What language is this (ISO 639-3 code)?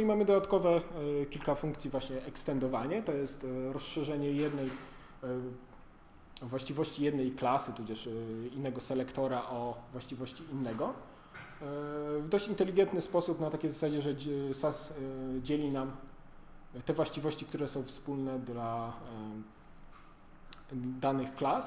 pol